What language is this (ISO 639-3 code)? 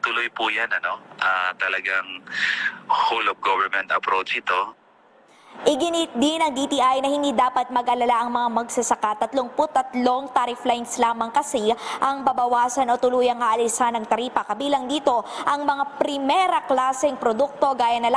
fil